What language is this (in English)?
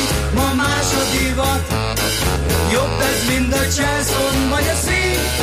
Hungarian